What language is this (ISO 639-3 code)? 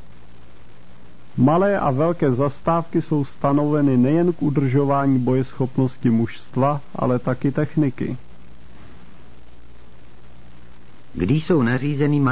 ces